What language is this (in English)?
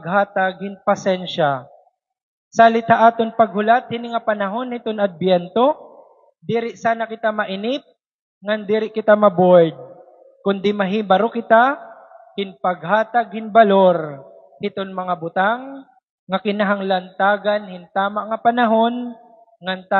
Waray